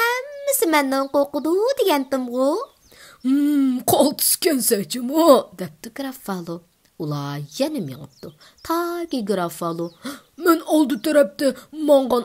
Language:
Uyghur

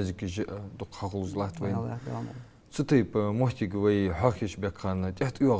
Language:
Ingush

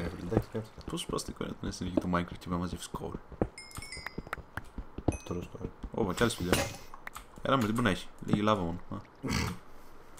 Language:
Greek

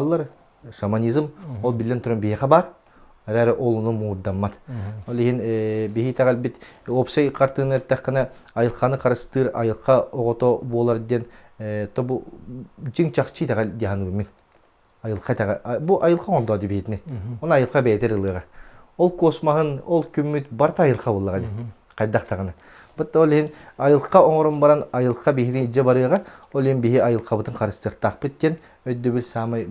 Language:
Yakut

